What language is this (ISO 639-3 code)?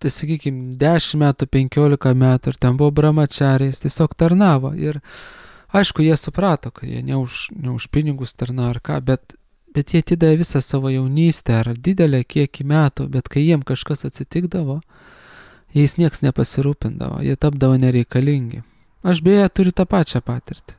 lit